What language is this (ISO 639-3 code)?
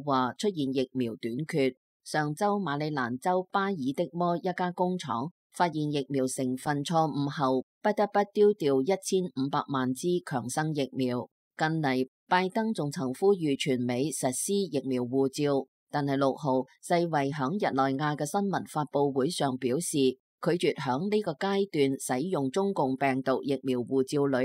yue